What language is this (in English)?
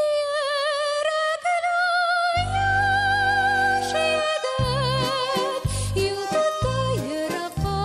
Tatar